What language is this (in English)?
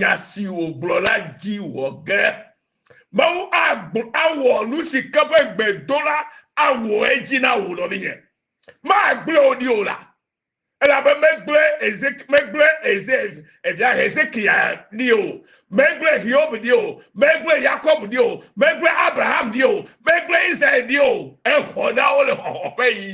Ewe